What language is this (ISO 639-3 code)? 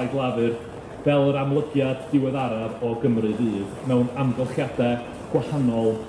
cym